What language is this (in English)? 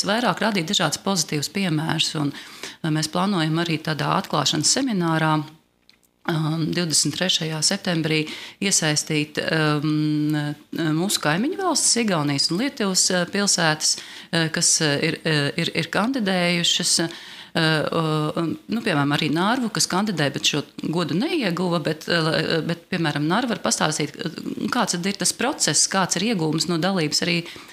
Latvian